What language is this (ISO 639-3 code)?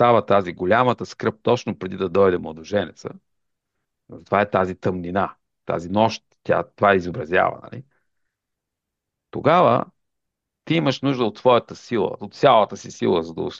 bul